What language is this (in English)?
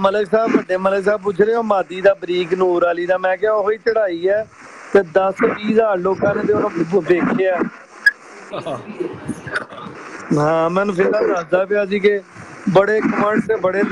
Punjabi